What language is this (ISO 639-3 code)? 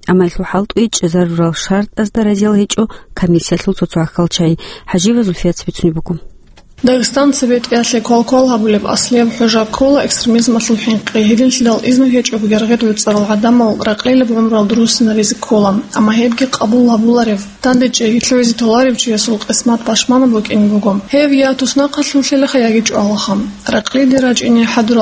ava